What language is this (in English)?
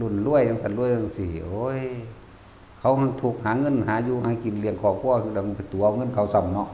Northeastern Thai